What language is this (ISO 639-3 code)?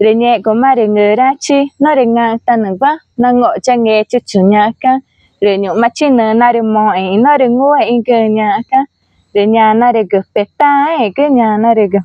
tca